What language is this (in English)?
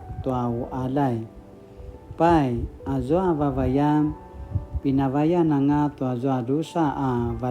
Paiwan